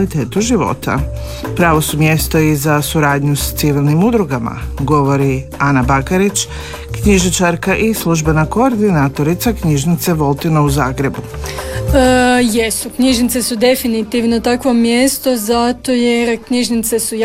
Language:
Croatian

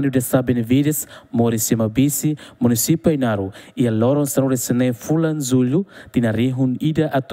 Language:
Tetum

